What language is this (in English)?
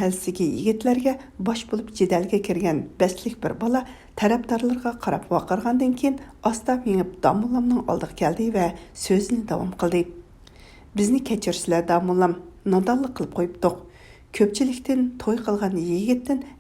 Uyghur